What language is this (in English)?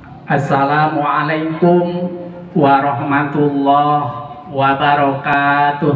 Sundanese